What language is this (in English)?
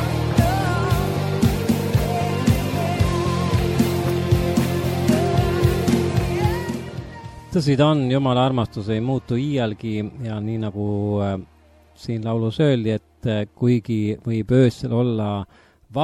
Estonian